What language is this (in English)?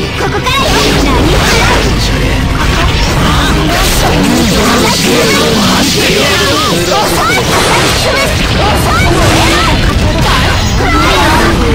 Japanese